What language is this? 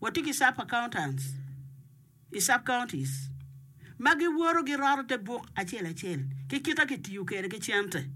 Acoli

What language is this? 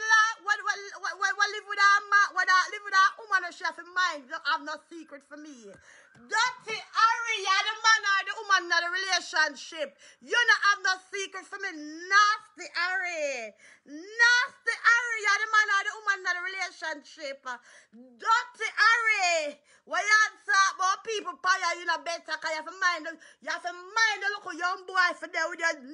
Jamaican Creole English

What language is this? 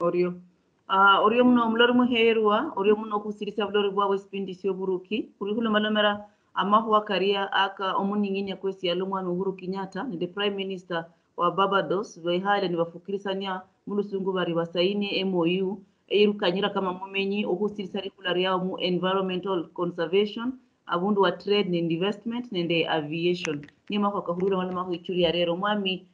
Luyia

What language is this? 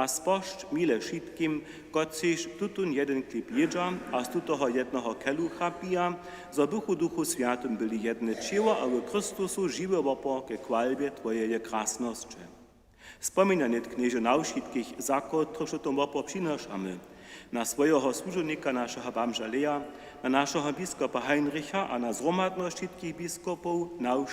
Upper Sorbian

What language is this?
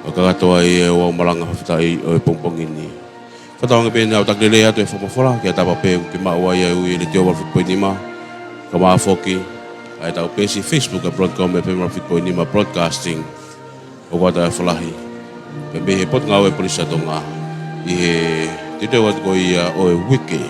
Tongan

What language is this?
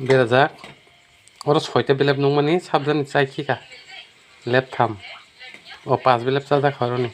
Kok Borok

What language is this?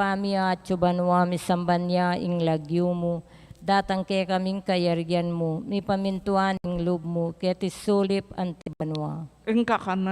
Pampanga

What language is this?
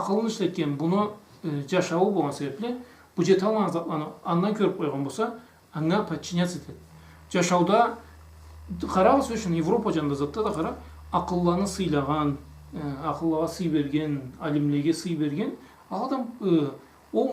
Karachay-Balkar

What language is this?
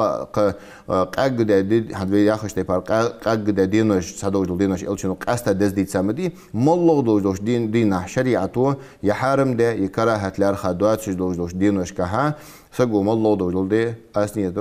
Ingush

